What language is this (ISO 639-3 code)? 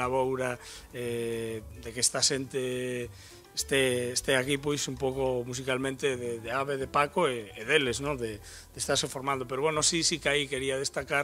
glg